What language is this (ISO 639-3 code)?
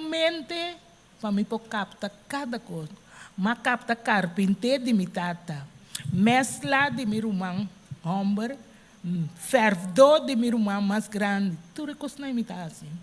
pap